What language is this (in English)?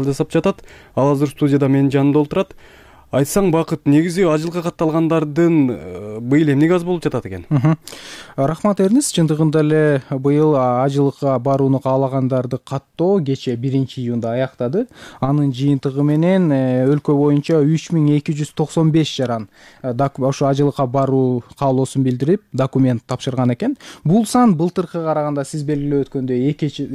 Kyrgyz